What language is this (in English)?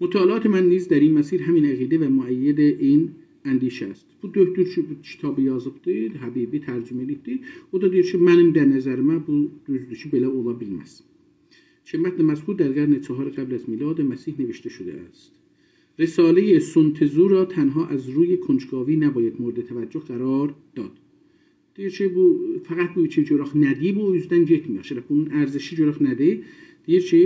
South Azerbaijani